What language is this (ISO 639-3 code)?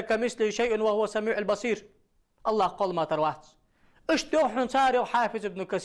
inh